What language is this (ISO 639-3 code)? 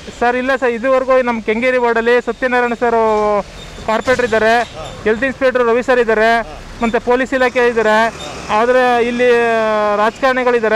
kan